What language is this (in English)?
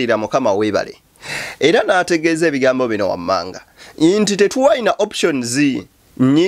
Ganda